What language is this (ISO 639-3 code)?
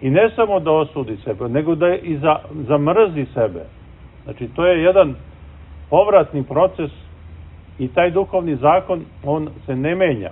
srp